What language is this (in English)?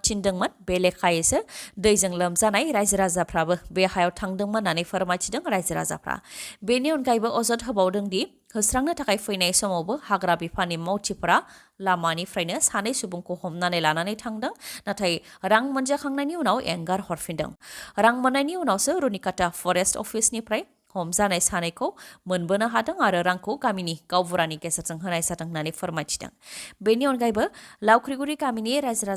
Bodo